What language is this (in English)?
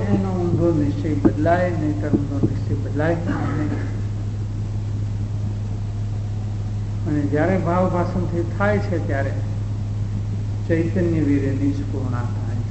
Gujarati